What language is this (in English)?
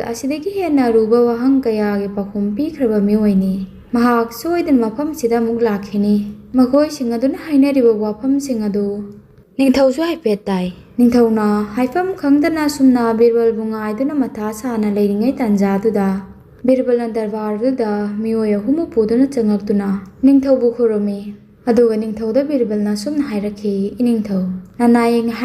Manipuri